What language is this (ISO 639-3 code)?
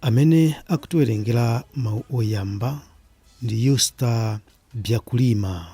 nya